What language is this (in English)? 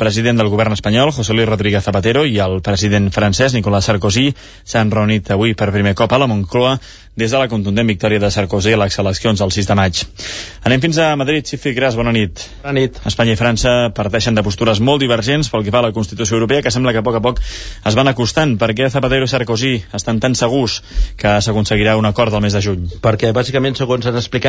Catalan